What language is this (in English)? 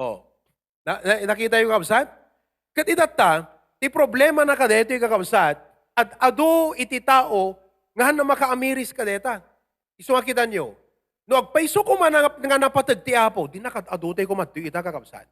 Iloko